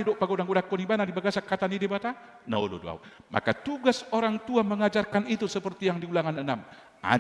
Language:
Batak Toba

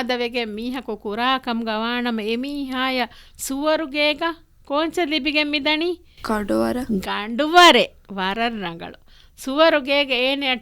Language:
Divehi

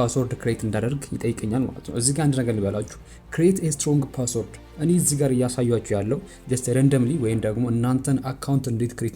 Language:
Amharic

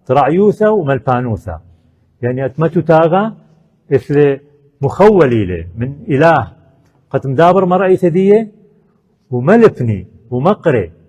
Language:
Assyrian Neo-Aramaic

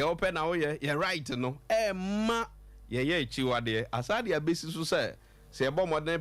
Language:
Akan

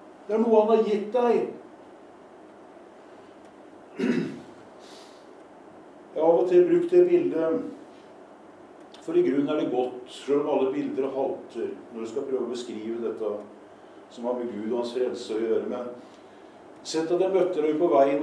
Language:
Norwegian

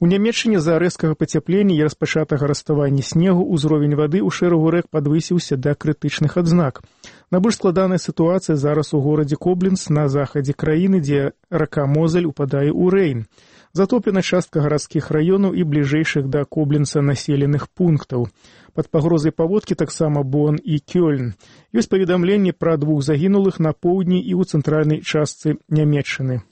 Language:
Belarusian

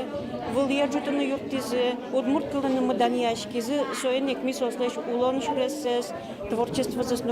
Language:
Udmurt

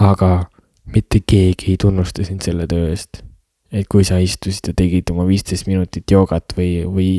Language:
Estonian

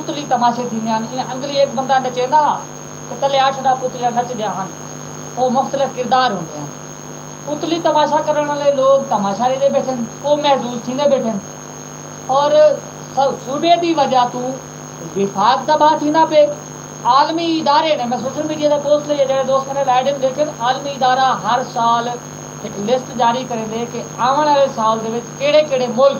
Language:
Saraiki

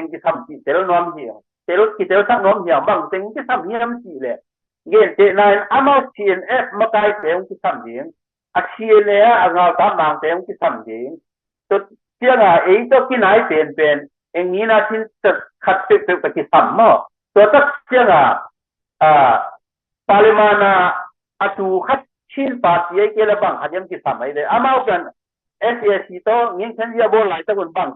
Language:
Tedim Chin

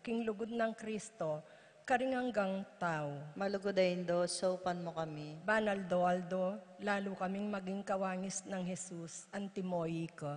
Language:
Pampanga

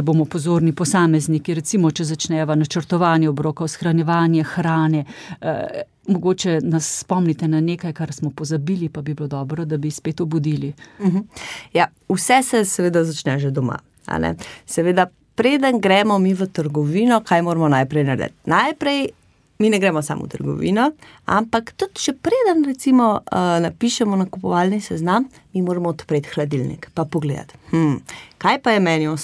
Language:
Slovenian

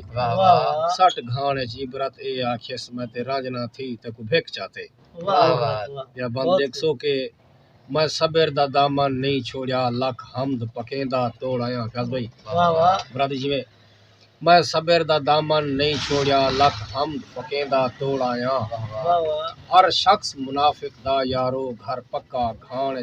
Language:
Saraiki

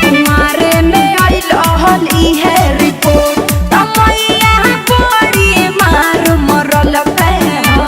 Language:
Magahi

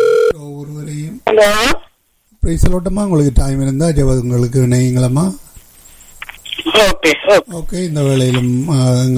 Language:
Tamil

